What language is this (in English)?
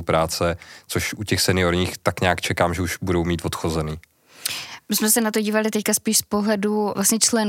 Czech